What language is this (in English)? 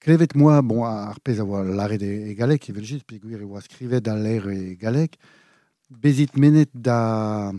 Breton